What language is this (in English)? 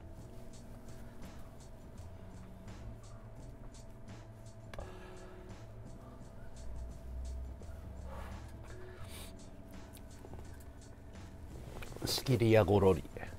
Japanese